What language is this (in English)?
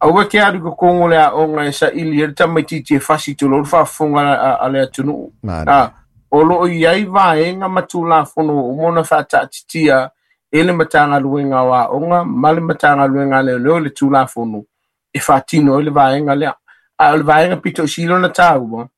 Samoan